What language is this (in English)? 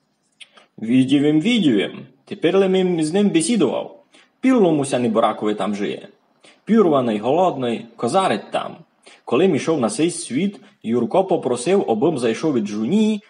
Rusyn